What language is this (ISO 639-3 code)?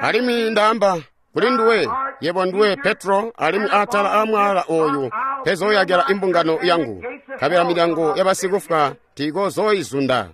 toi